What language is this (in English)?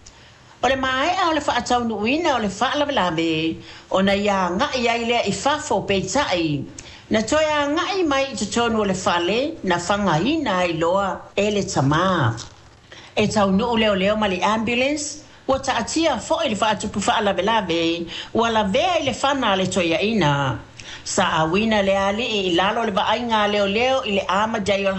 Samoan